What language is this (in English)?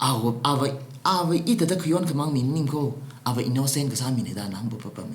Tangkhul Naga (India)